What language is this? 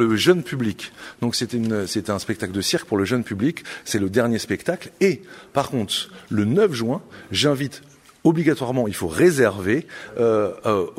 French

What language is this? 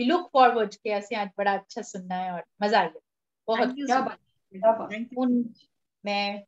Dogri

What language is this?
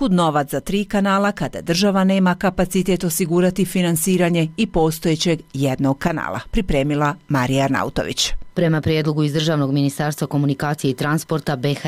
Bosnian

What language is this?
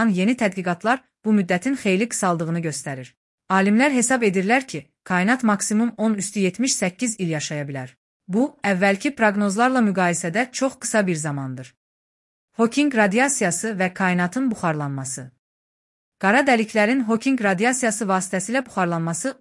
Azerbaijani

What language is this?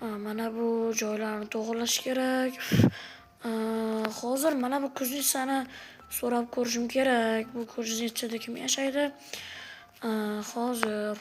Uzbek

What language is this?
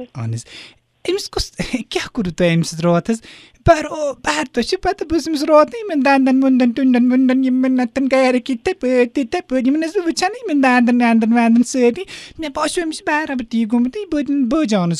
Kashmiri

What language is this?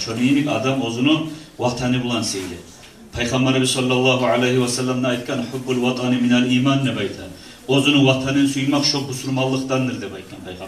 Kumyk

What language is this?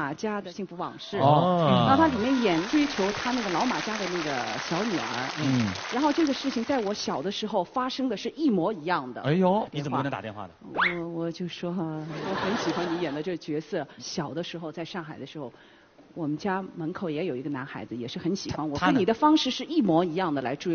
Chinese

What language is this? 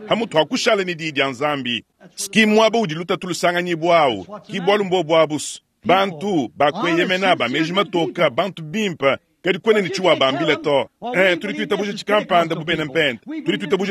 Luba-Lulua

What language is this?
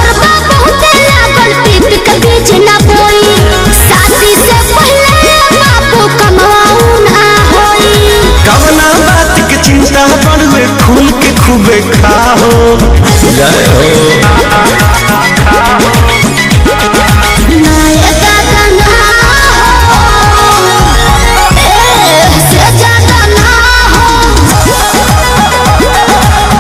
Bhojpuri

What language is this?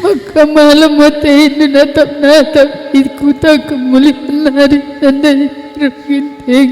Batak Karo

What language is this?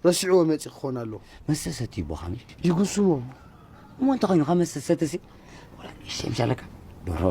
Tigrinya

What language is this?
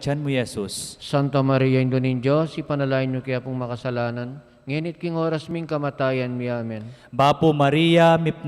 Pampanga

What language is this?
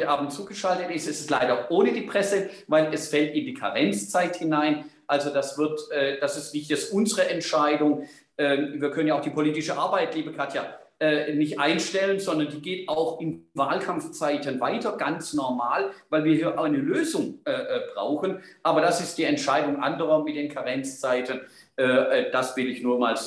German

